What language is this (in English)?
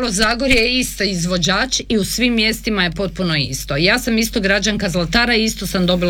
Croatian